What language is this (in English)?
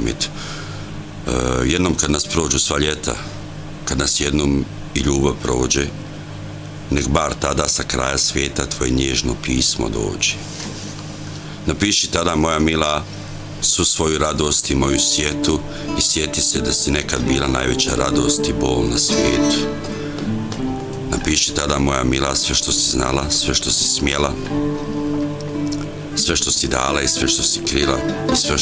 Bosnian